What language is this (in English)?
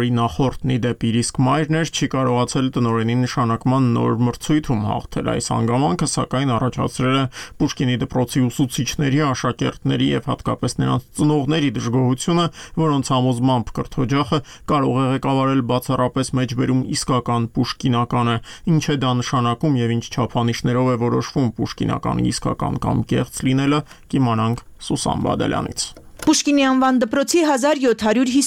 Armenian